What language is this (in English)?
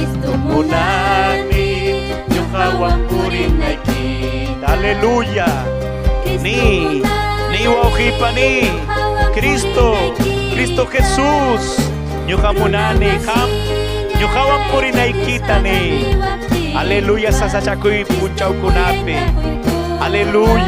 Ayacucho Quechua